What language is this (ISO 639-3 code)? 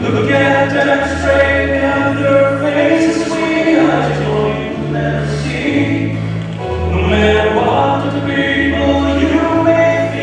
nri